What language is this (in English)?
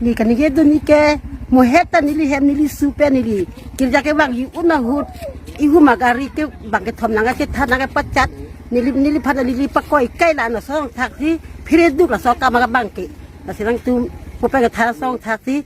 Karbi